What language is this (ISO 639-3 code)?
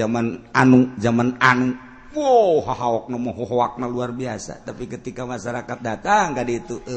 sun